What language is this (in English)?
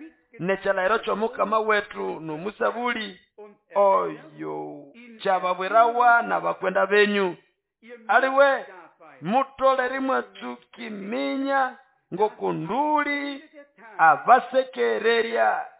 Nande